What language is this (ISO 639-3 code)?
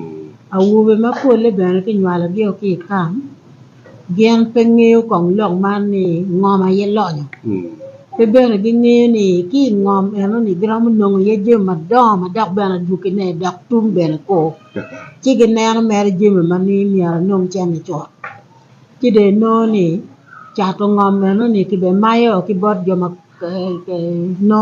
ach